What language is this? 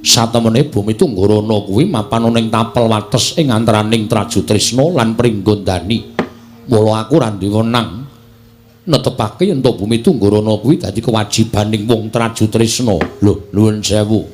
Javanese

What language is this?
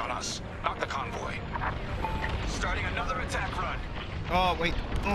English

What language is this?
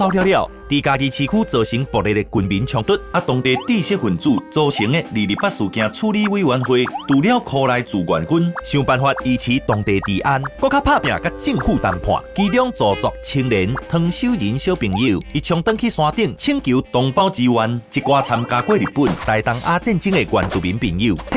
Min Nan Chinese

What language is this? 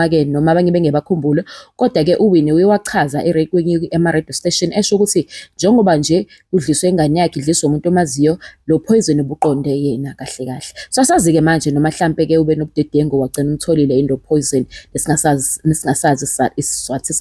Zulu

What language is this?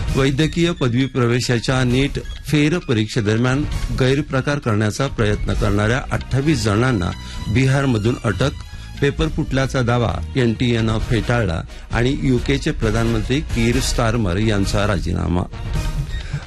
Marathi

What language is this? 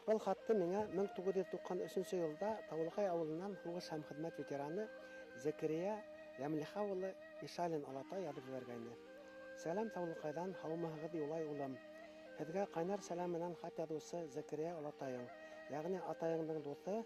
Bashkir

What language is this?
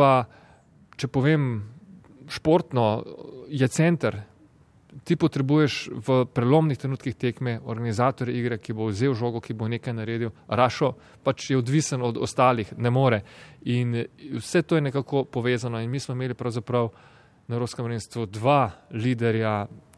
Slovenian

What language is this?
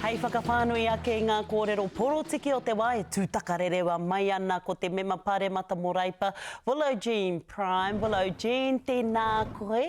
Māori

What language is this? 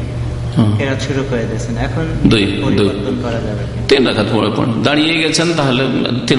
Bangla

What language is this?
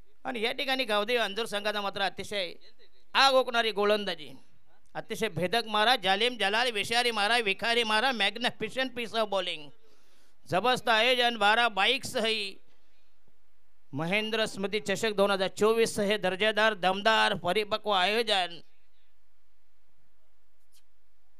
Marathi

